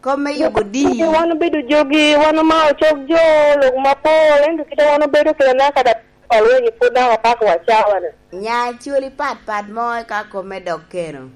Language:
Lango (Uganda)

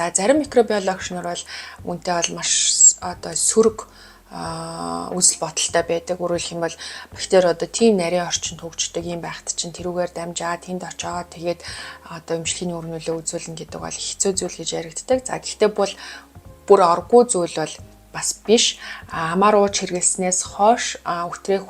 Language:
Mongolian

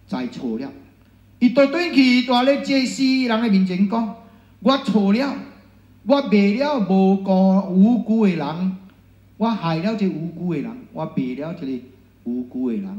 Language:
Min Nan Chinese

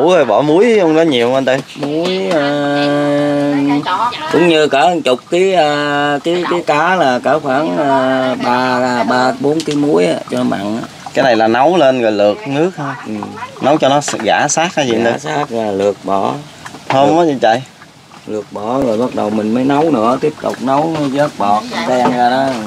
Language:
Vietnamese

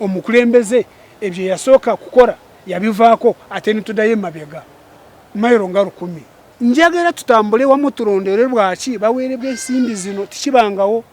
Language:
Ganda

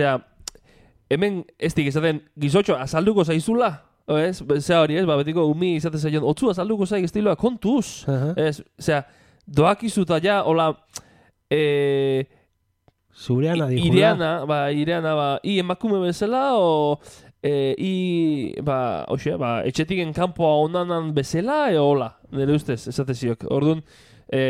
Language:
Basque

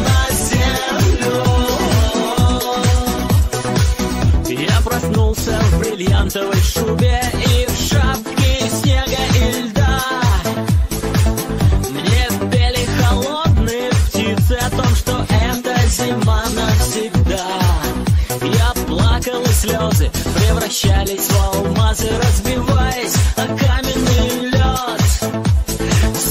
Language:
Russian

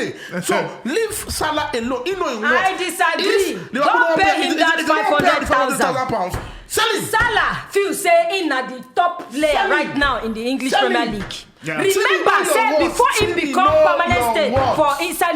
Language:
Nigerian Pidgin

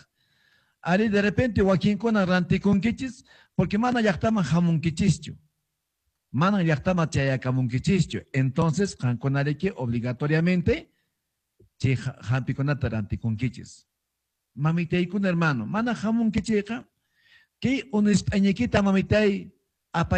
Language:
Quechua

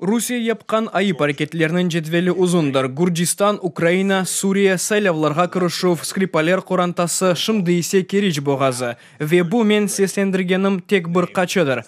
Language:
Crimean Tatar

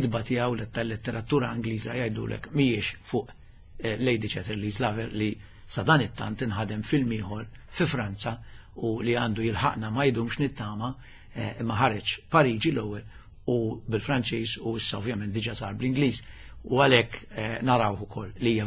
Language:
Maltese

